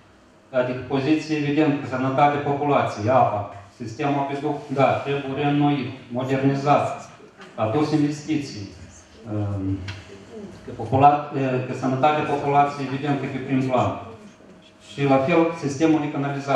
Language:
Romanian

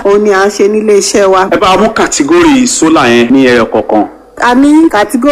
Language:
Yoruba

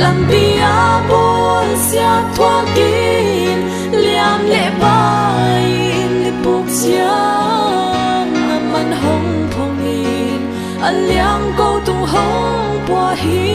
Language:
Paite Chin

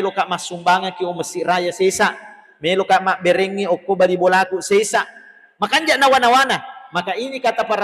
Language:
Buginese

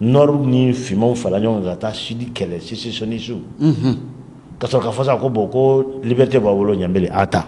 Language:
Bambara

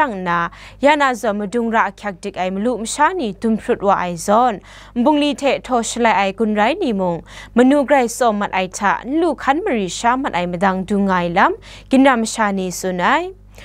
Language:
Kachin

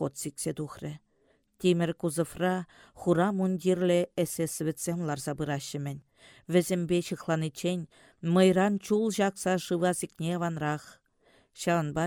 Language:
Chuvash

